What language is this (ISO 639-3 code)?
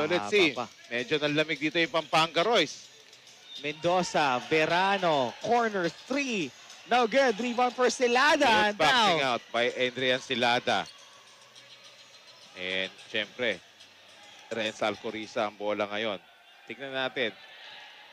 fil